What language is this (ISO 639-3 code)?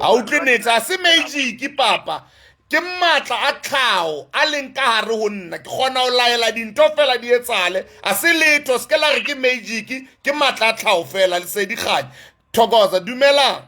sot